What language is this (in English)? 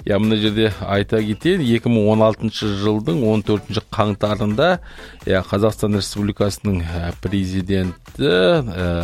Kazakh